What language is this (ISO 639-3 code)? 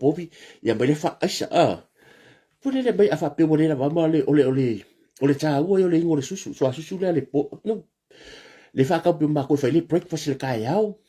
smo